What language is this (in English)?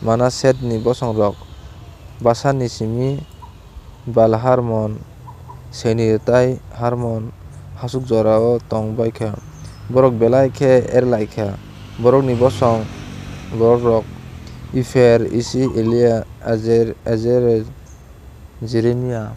Kok Borok